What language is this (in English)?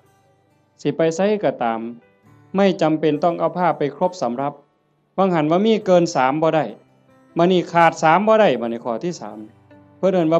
Northeastern Thai